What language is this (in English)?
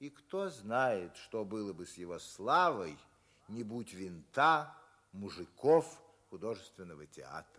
Russian